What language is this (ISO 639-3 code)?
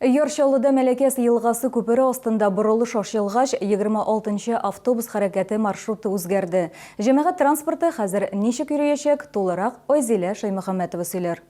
tat